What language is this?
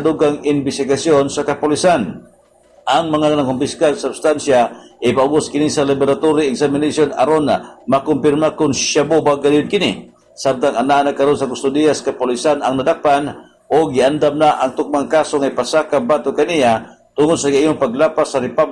Cebuano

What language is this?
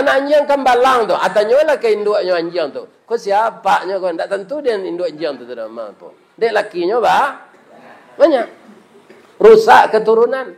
Minangkabau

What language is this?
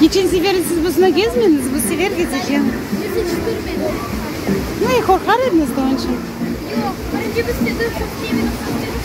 Crimean Tatar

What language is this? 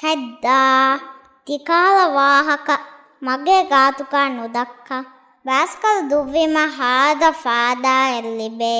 Divehi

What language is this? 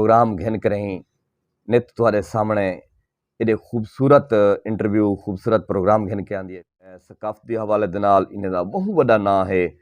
Saraiki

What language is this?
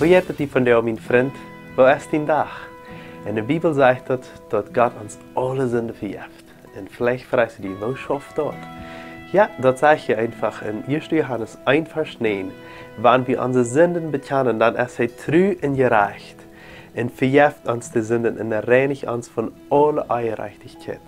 Plautdietsch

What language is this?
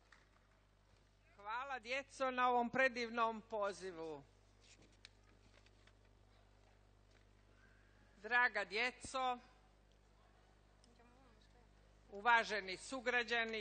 Croatian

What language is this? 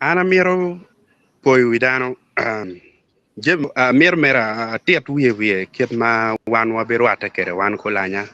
Acoli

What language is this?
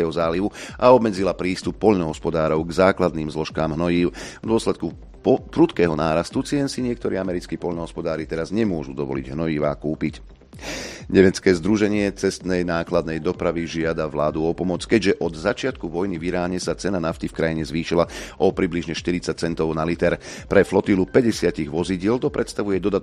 Slovak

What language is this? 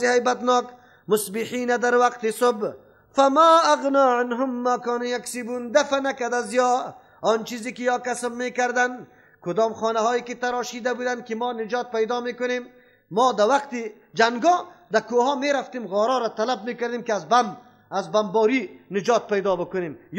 Persian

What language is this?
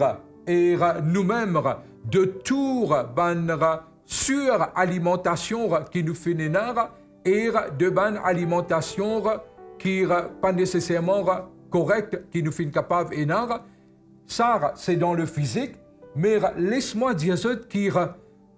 Morisyen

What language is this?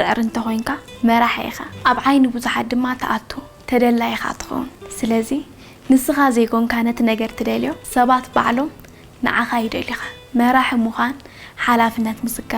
Tigrinya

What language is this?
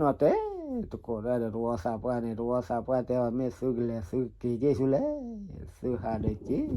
S'gaw Karen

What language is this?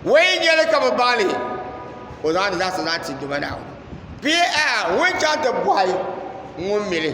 Dagbani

